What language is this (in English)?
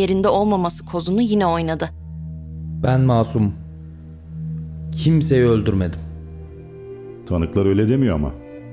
Turkish